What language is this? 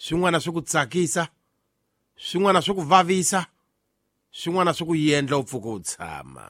Tsonga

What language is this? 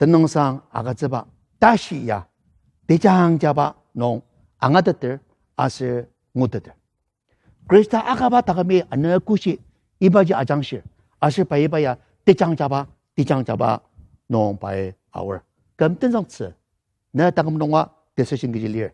Ao Naga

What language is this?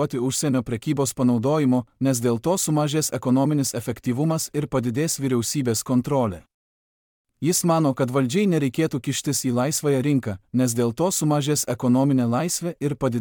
Lithuanian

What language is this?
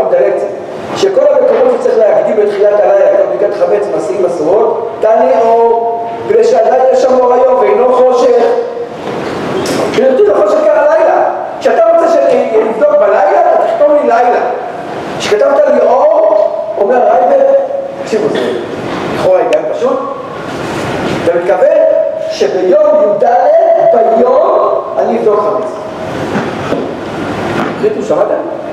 Hebrew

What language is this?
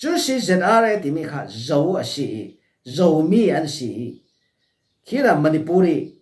Falam Chin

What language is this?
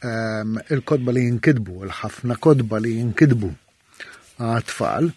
Maltese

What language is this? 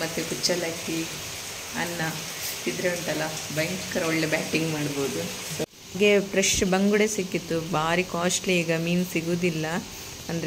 Kannada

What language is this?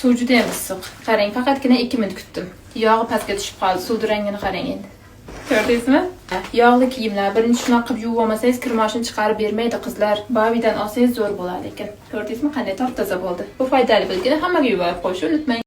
Uzbek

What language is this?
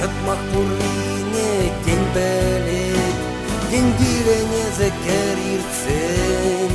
Chuvash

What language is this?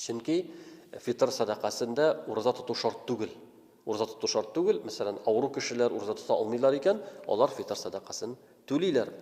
Tatar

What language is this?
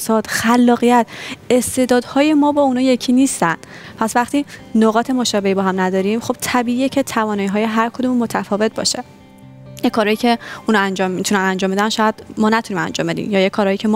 Persian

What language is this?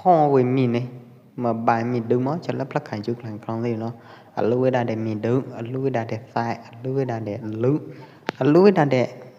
Pwo Eastern Karen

